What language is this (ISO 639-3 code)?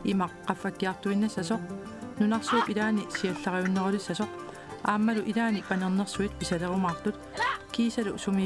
kal